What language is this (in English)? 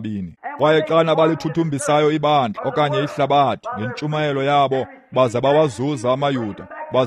Xhosa